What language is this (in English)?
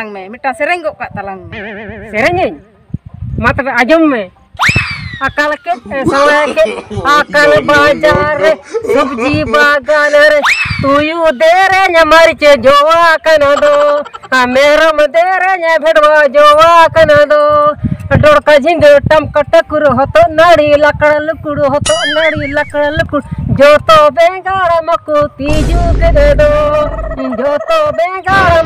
Santali